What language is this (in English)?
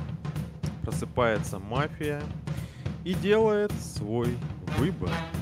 Russian